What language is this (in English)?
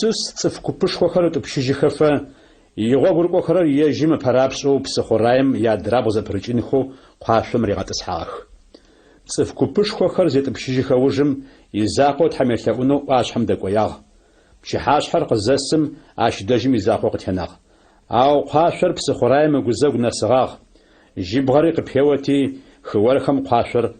Adyghe